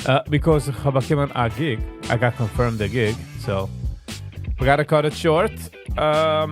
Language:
Yiddish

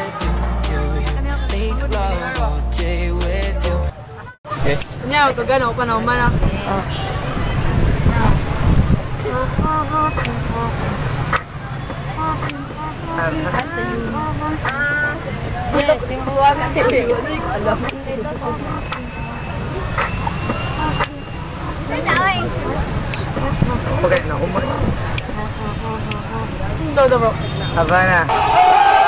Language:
Filipino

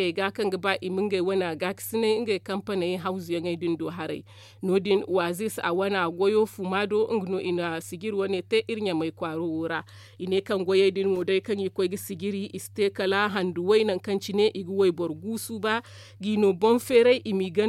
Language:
Zarma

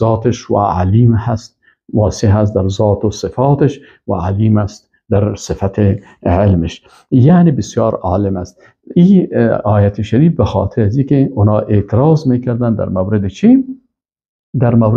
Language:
Persian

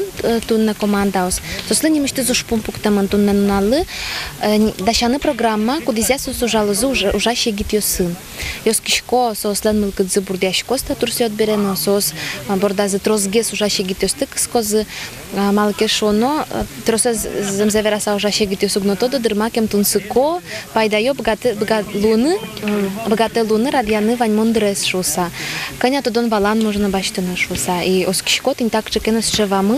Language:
Udmurt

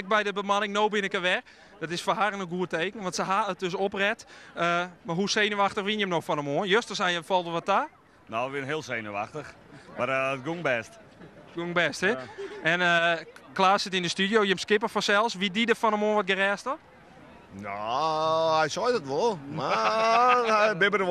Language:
Western Frisian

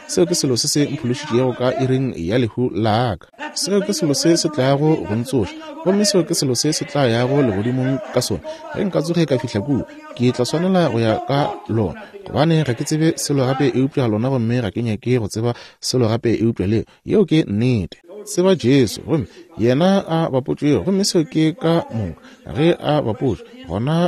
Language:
Northern Sotho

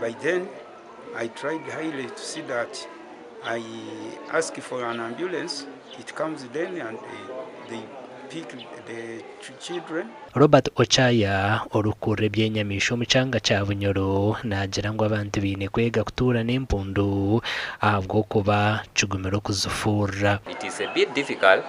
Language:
Nyankole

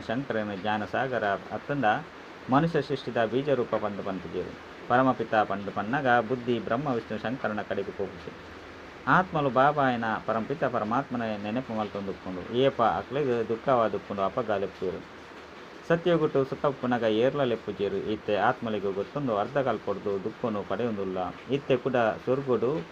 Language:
Tulu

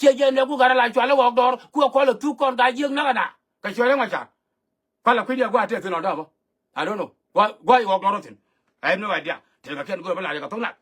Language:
Nuer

